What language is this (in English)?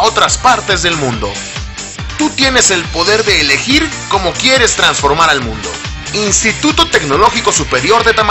Spanish